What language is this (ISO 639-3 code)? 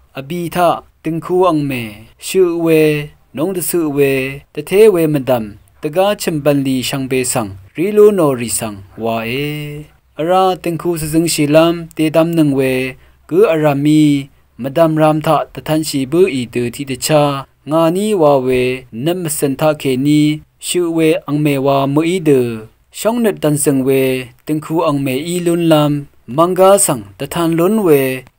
raw